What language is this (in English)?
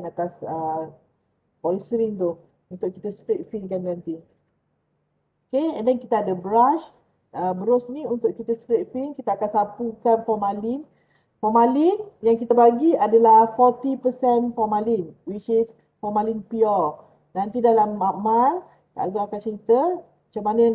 Malay